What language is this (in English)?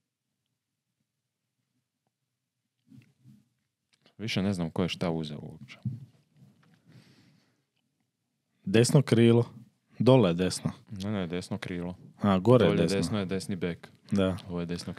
Croatian